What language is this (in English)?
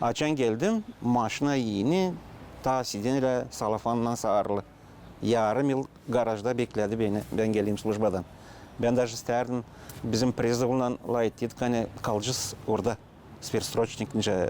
Gagauz